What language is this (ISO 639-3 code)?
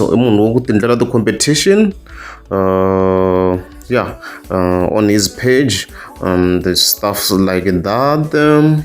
tso